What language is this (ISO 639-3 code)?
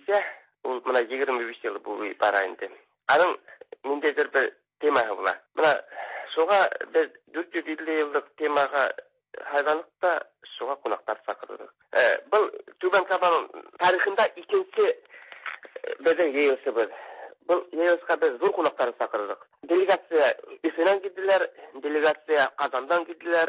tat